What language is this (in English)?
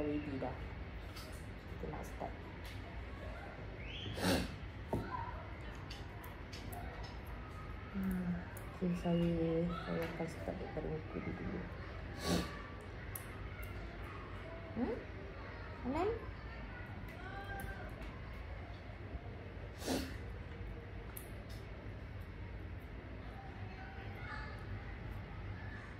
Malay